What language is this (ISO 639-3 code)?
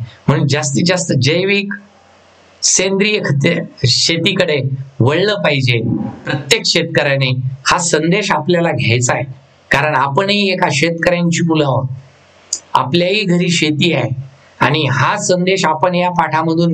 mar